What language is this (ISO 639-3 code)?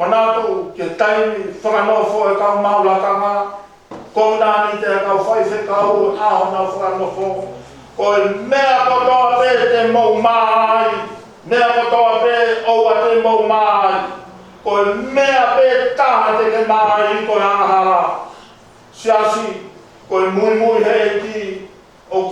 ton